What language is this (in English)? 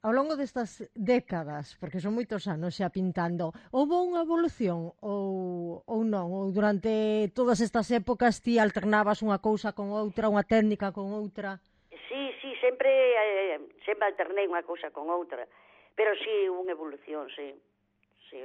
Galician